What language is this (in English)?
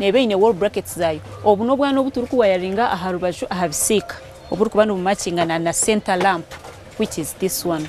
Nyankole